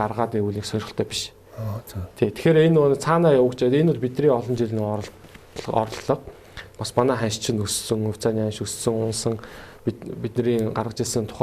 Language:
Mongolian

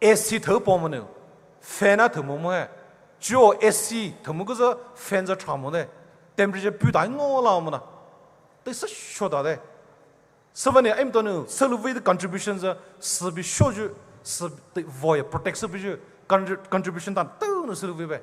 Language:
Poumei Naga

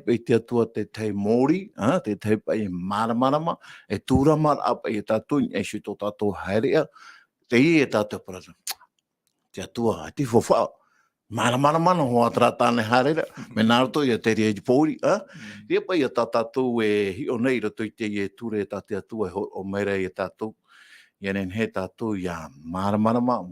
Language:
Tahitian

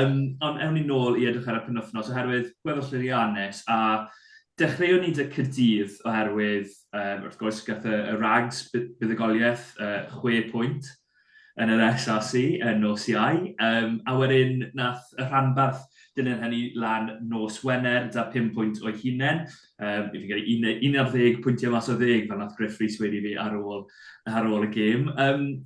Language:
Welsh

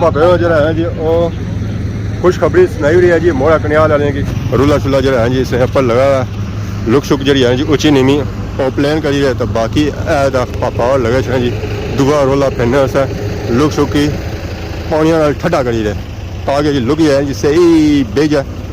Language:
Pahari-Potwari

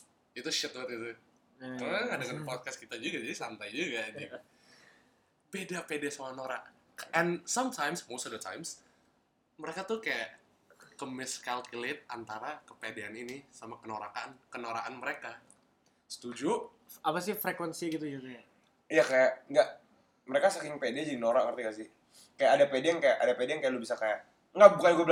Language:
Indonesian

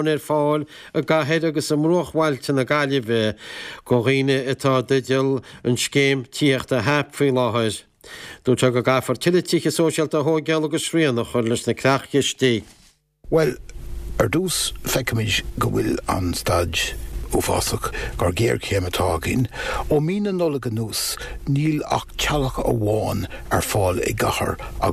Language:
Irish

